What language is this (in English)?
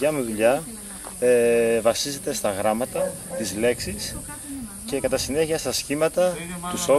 Greek